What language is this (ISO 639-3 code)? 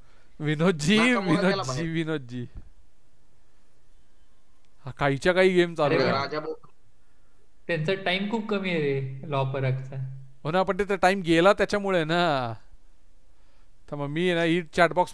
mar